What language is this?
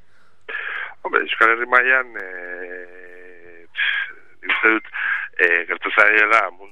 Basque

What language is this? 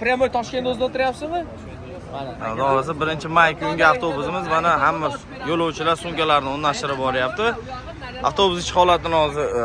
Uzbek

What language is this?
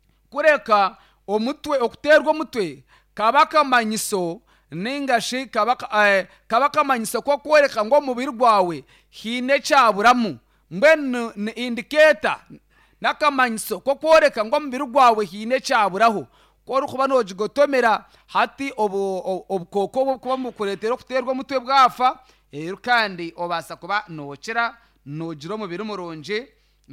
Nyankole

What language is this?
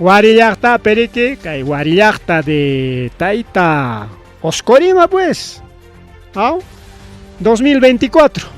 Ayacucho Quechua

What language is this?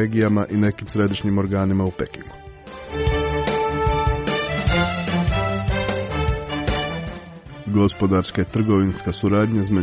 Croatian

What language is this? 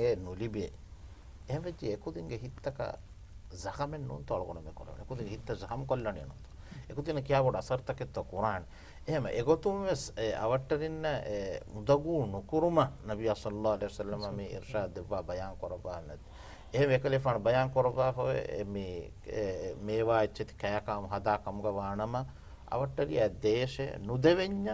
Divehi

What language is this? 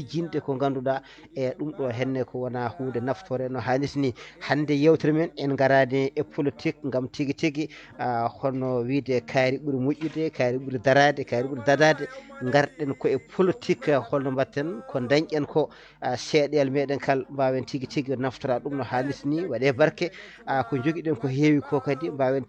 Fula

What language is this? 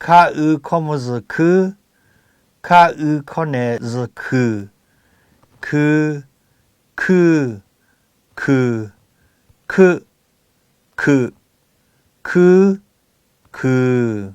Lahu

